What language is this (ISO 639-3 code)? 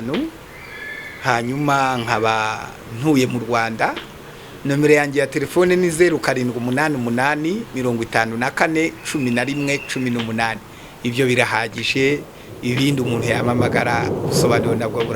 kin